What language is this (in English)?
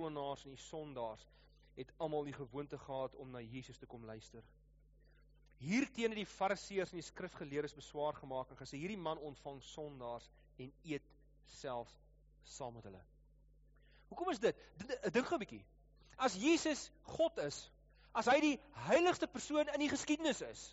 Afrikaans